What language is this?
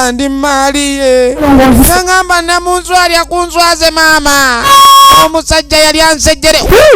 Ganda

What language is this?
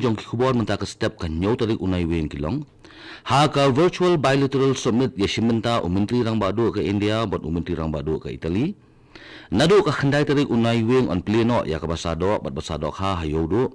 Khasi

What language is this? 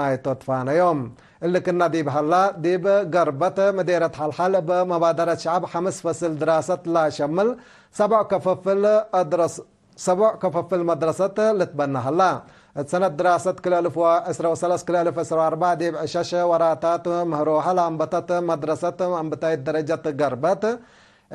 Tigre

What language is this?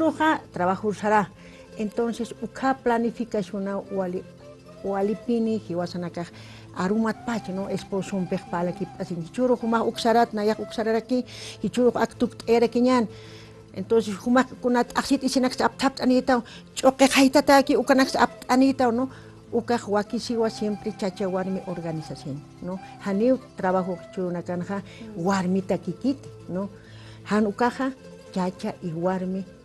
Aymara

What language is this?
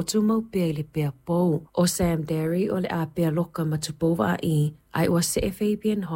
Samoan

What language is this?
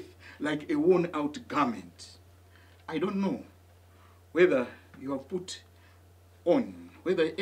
English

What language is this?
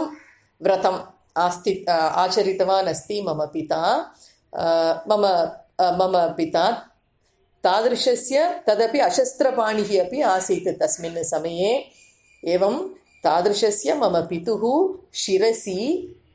Sanskrit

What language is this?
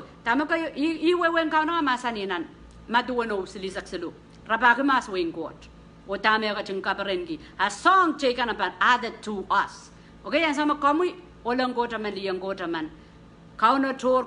Pohnpeian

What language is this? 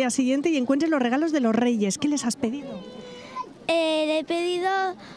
Spanish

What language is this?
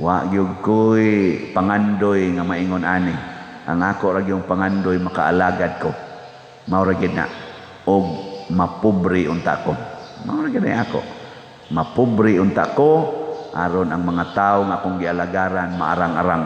Cebuano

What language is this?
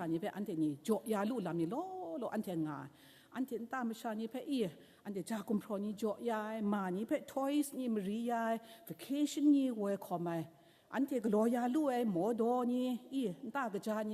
Kachin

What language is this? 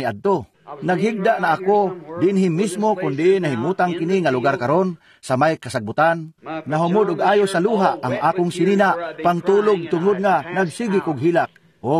Cebuano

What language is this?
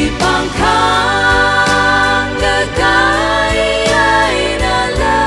Tangkhul Naga (India)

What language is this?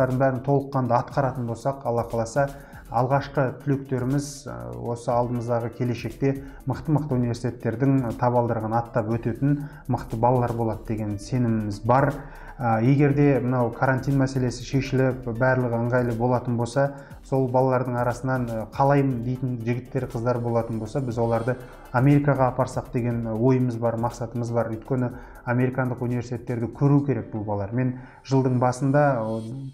Kazakh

